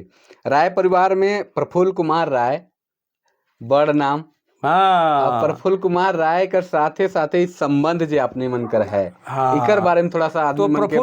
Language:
Sadri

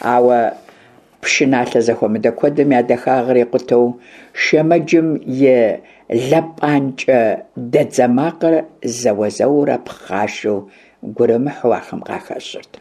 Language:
Kabardian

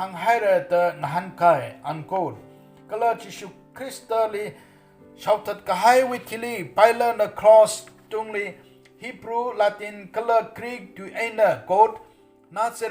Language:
Tangkhul Naga (India)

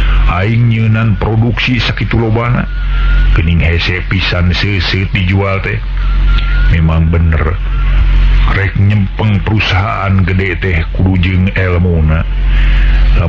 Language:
Sundanese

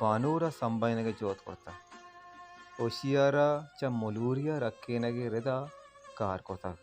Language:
Baluchi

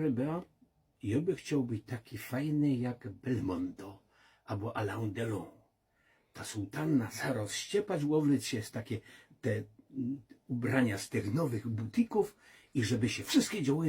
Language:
Silesian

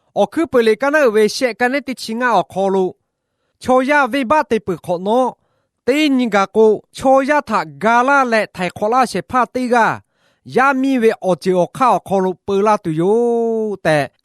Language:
Lahu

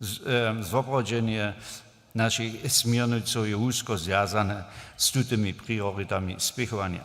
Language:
Upper Sorbian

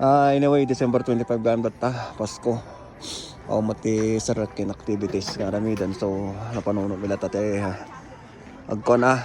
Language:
Iloko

